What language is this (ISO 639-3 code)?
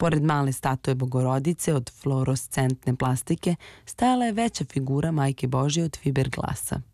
srp